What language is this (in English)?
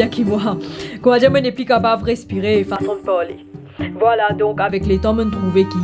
Morisyen